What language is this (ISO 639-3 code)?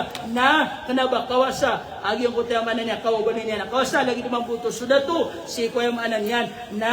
mrw